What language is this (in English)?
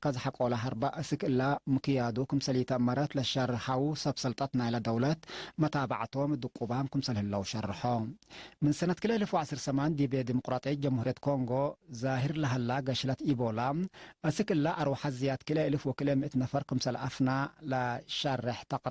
Tigre